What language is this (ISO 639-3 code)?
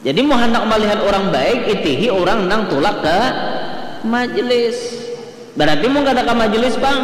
bjn